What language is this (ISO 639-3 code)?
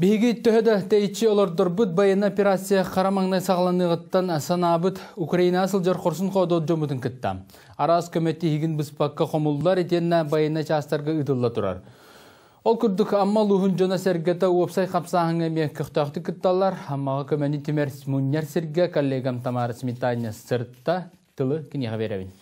sah